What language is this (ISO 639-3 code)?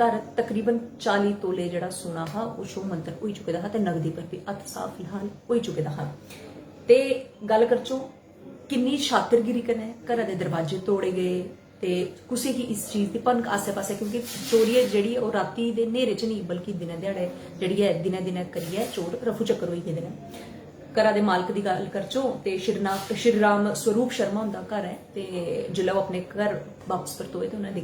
doi